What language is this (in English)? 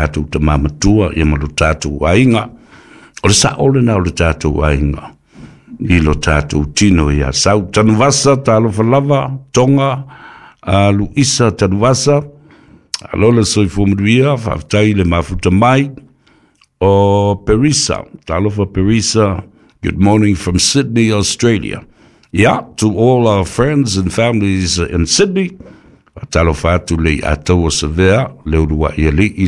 Samoan